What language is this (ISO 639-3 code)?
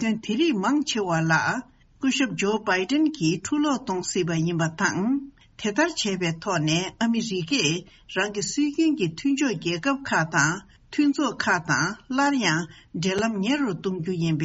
bod